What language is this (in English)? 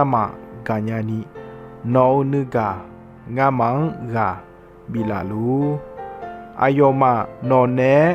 Akha